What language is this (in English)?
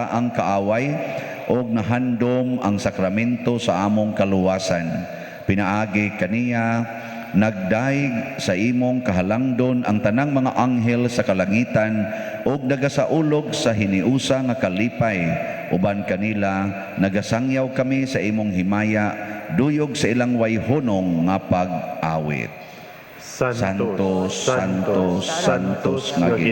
Cebuano